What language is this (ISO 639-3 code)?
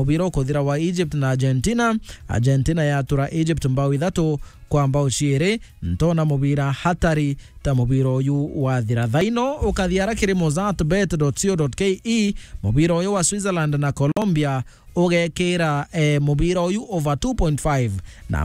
mer